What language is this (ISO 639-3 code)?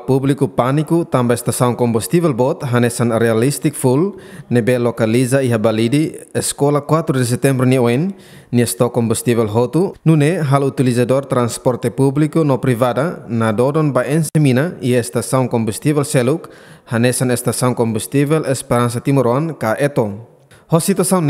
tet